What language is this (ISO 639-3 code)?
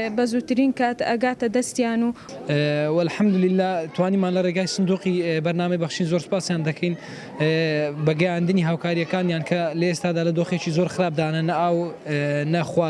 ckb